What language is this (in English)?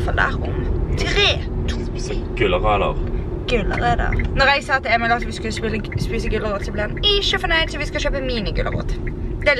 Norwegian